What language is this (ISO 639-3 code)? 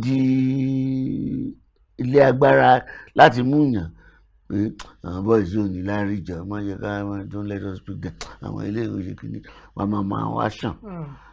yor